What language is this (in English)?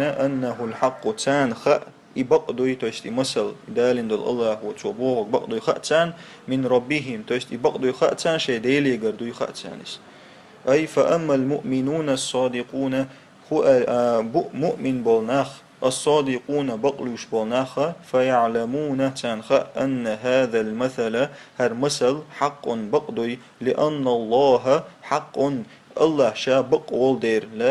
Chechen